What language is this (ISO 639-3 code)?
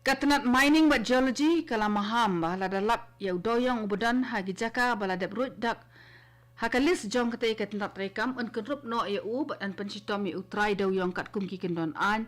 kha